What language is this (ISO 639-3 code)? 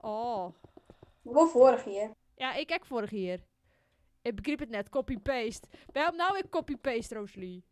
fry